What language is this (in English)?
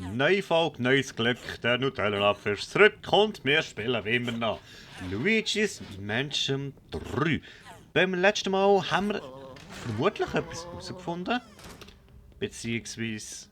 Swiss German